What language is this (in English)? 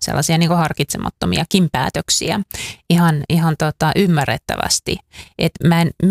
Finnish